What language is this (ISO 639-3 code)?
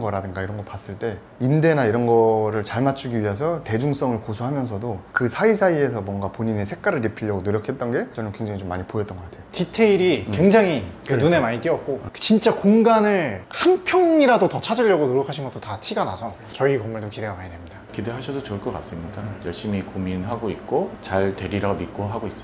kor